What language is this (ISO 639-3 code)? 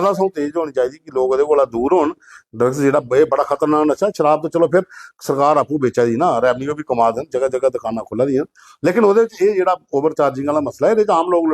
doi